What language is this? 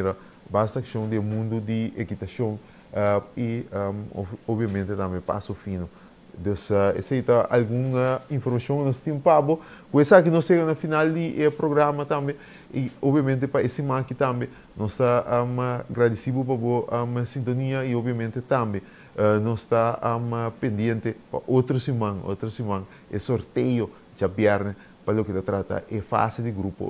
Papiamento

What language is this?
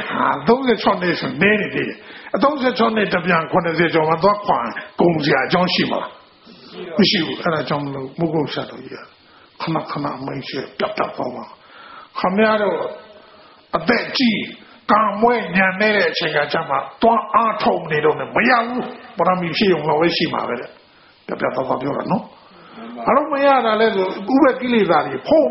Burmese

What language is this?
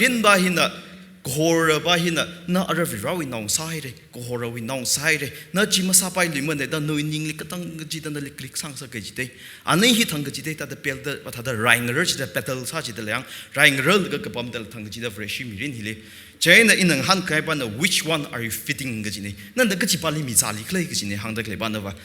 Tangkhul Naga (India)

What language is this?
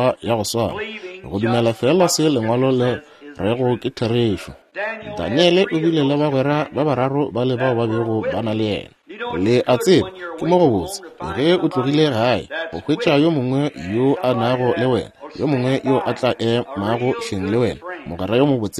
Northern Sotho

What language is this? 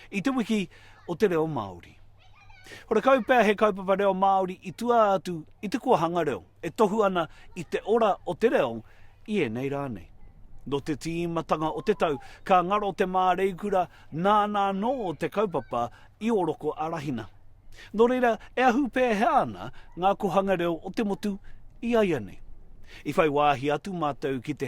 Māori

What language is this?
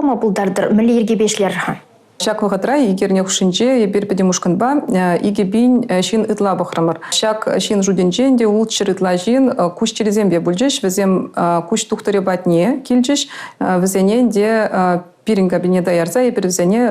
Chuvash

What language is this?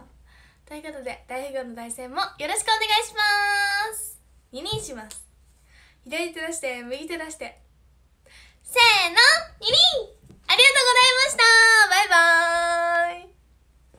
Japanese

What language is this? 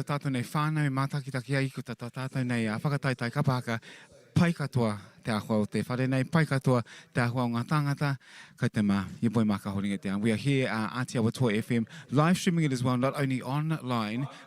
Māori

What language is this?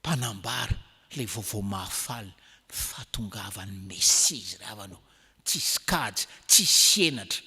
Malagasy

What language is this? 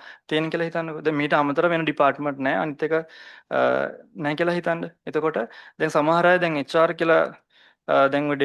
Sinhala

